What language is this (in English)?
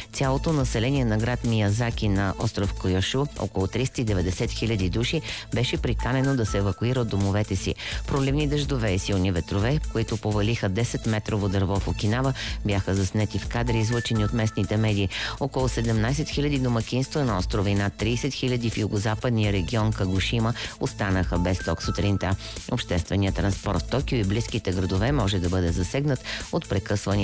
Bulgarian